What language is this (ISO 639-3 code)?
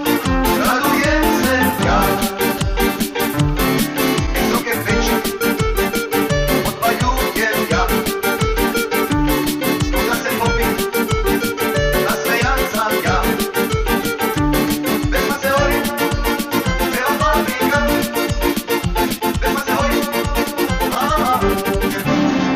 srp